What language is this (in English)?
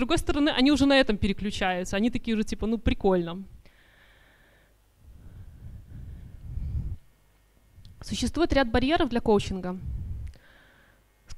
Russian